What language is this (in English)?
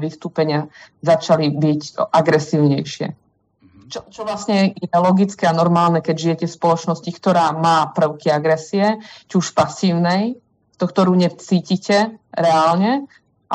Slovak